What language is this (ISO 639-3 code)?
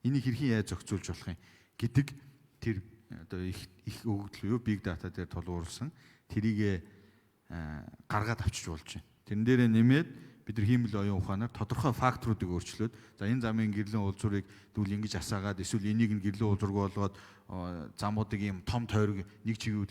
mon